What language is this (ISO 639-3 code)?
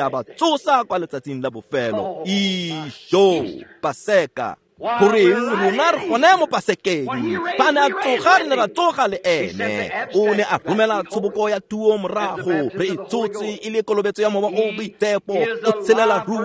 tsn